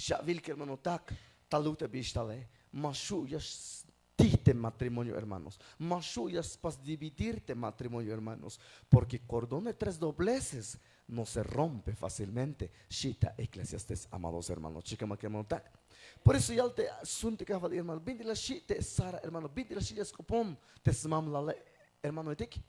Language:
Tzeltal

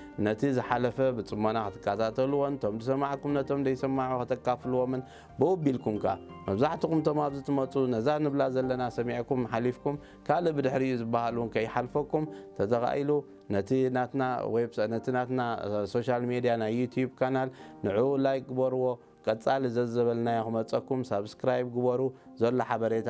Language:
Tigrinya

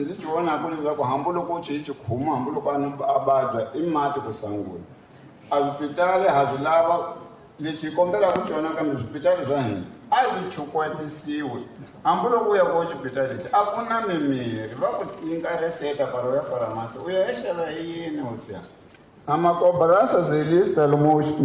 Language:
Tsonga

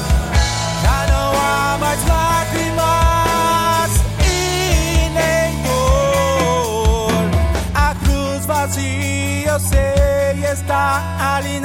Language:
Portuguese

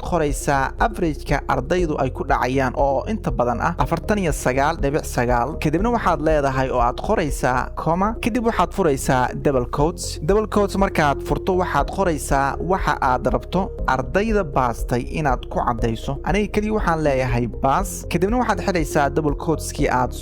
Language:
Somali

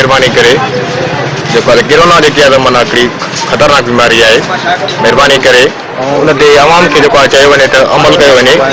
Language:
Sindhi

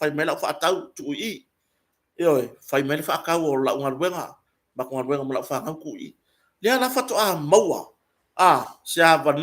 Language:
Samoan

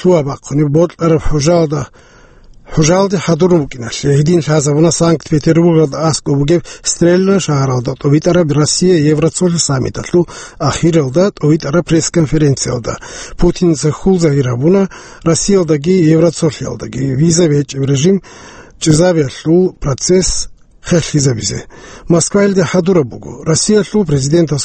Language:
Avaric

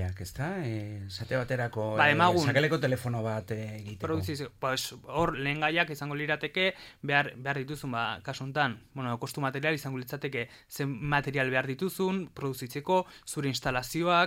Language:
Basque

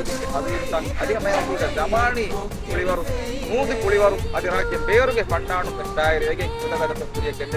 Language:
Divehi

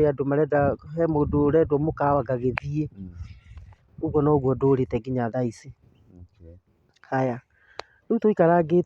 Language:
Kikuyu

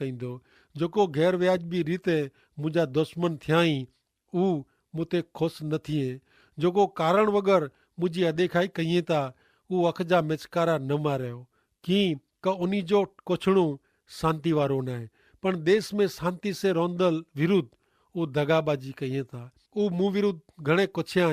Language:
Kachhi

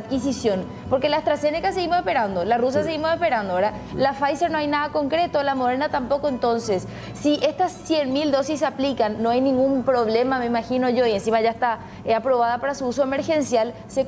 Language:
Spanish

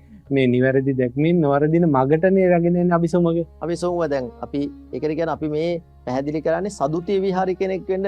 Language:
Sinhala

